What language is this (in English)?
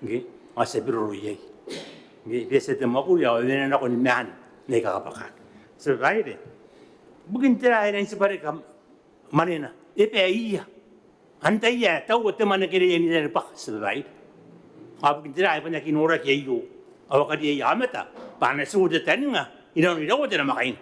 Gilbertese